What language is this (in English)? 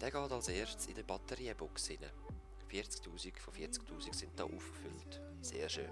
Swiss German